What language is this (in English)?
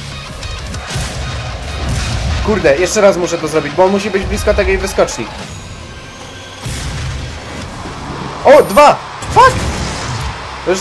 Polish